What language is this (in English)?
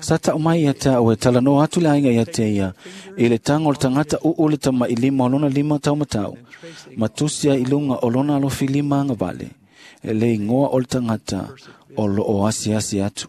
Samoan